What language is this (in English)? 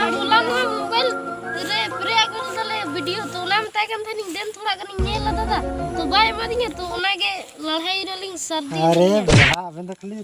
Santali